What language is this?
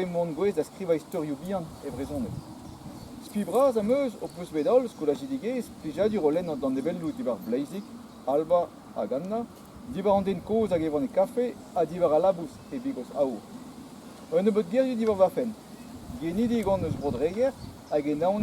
Breton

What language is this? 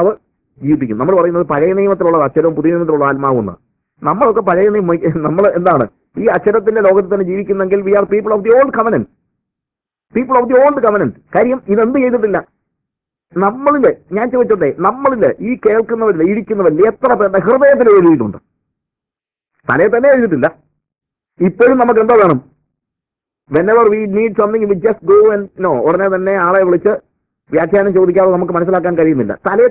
Malayalam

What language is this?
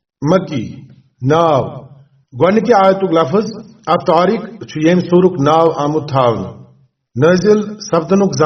Kashmiri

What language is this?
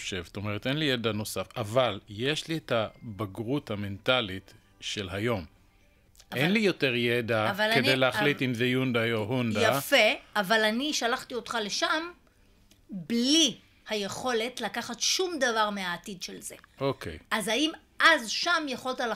Hebrew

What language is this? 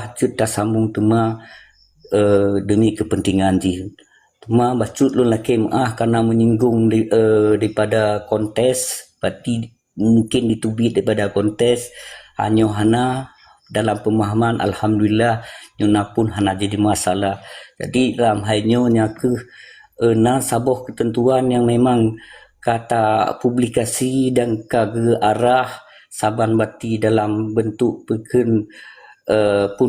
Achinese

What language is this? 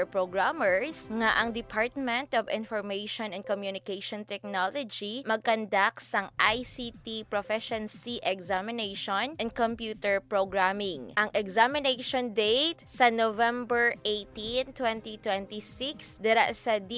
Hiligaynon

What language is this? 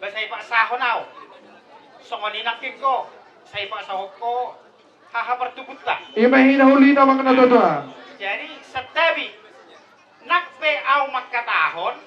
Batak Toba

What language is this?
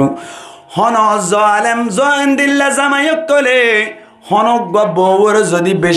Rohingya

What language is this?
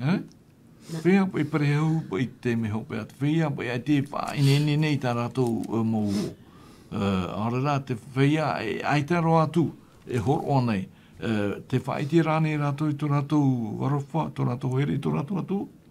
Tahitian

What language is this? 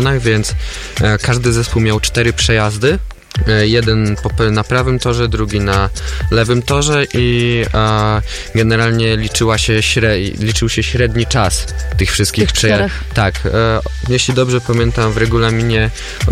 Polish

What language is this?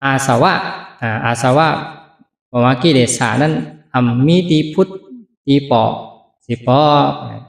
Shan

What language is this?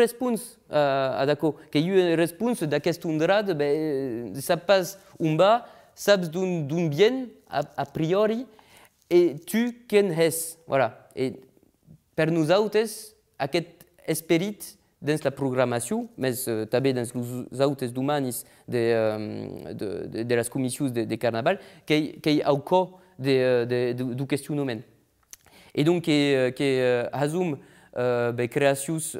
Occitan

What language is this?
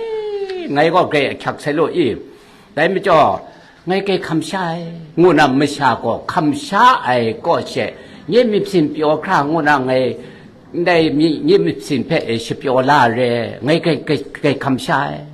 Kachin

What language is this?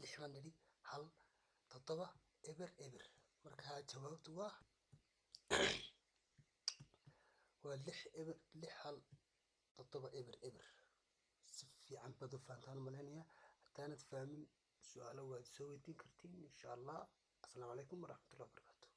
Somali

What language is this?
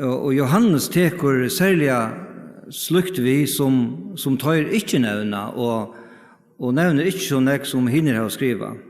Faroese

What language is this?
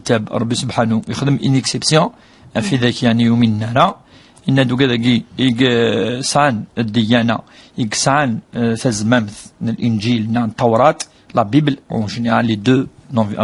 Kabyle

